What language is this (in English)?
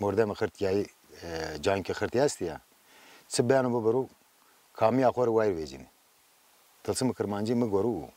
Zaza